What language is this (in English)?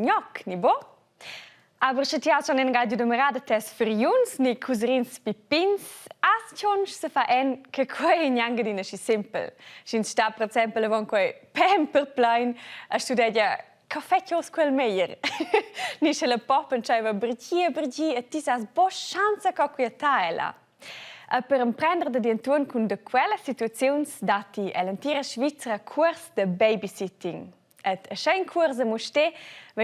Romansh